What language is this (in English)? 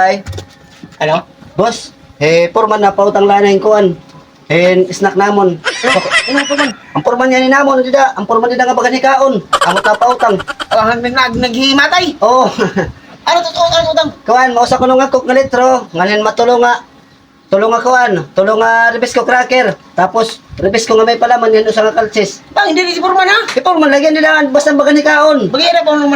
Waray